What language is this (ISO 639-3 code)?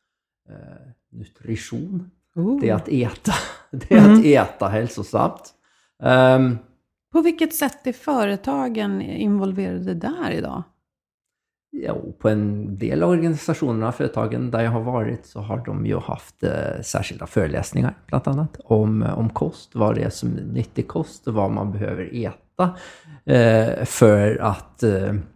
swe